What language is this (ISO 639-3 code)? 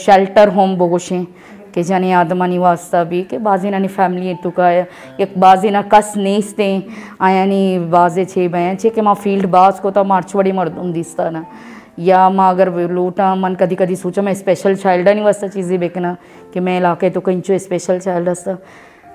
bal